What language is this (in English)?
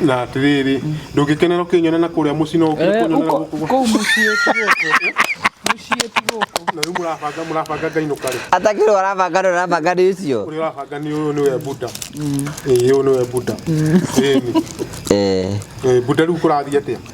Kikuyu